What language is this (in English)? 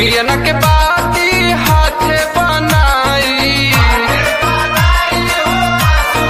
Bhojpuri